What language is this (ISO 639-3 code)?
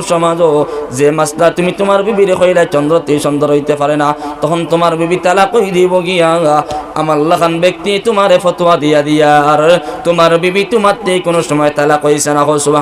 syl